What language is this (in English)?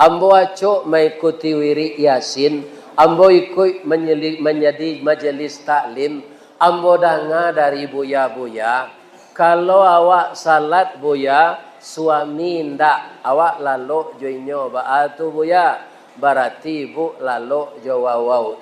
Minangkabau